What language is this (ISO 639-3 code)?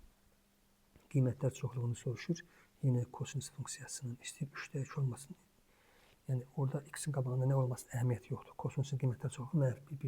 aze